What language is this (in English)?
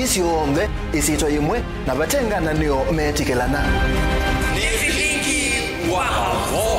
Kamba